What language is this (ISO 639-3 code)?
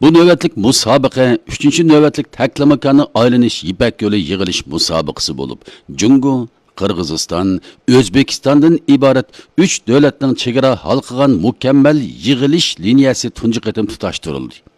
uig